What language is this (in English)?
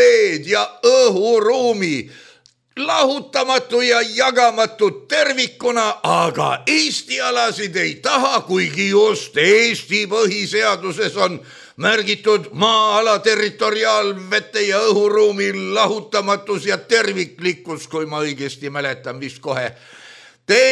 Estonian